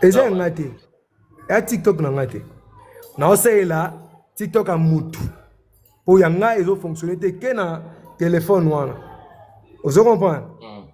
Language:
Lingala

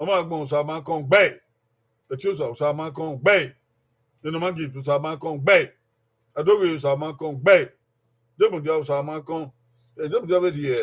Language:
Bini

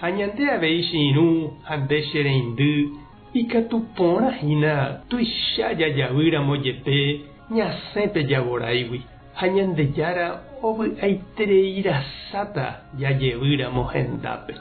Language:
Guarani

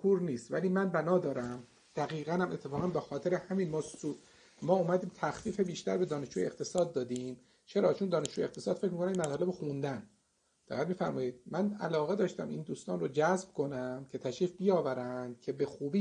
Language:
Persian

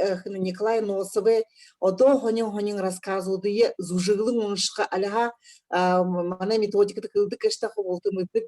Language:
Buriat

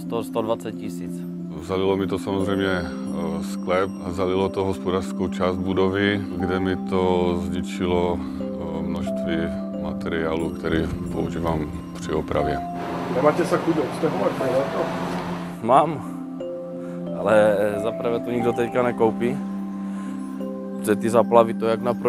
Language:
Czech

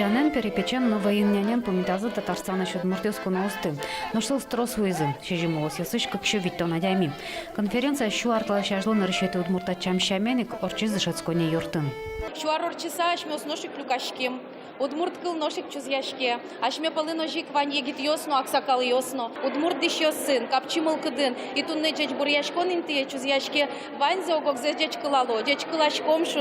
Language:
Udmurt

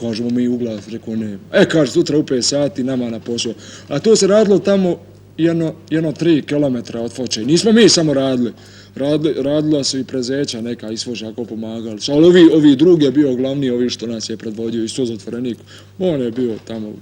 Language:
Bosnian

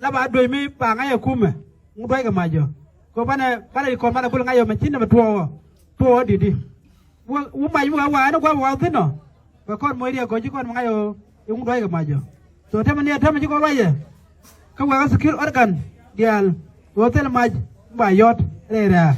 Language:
Nuer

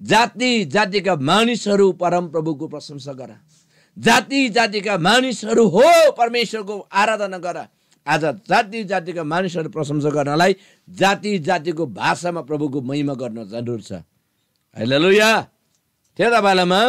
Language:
Eastern Tamang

